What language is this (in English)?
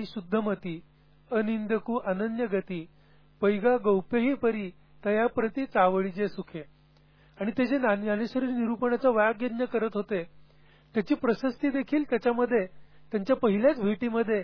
Marathi